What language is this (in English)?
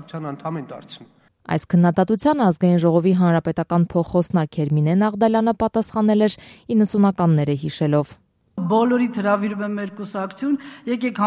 Armenian